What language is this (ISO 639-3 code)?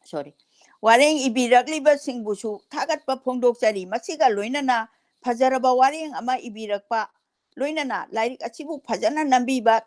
mni